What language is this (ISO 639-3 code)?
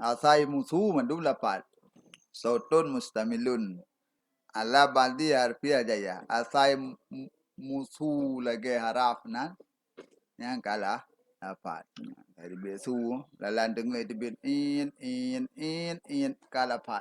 ace